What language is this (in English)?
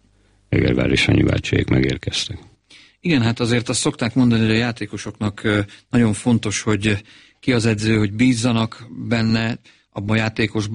Hungarian